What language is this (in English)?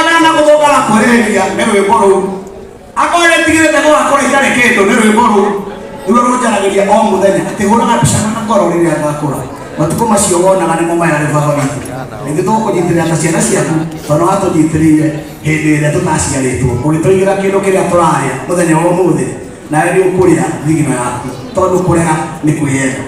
Kikuyu